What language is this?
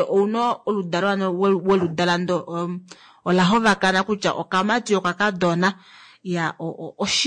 Kuanyama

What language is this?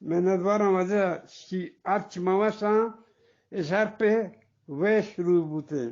Eastern Balochi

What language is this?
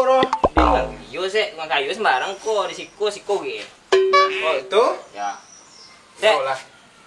Minangkabau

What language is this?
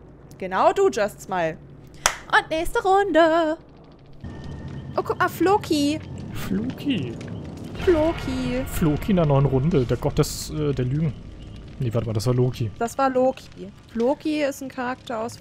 German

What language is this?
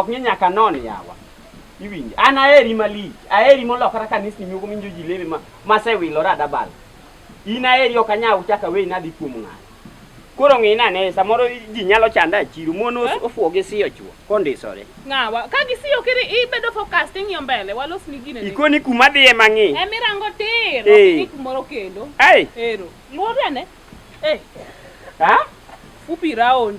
Luo (Kenya and Tanzania)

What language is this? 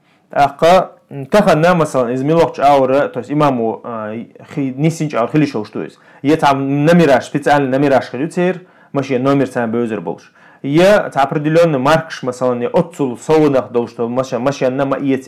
Chechen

